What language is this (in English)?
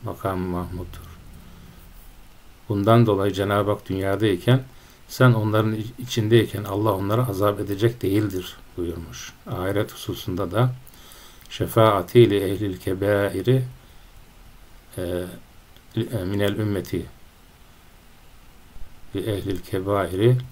Turkish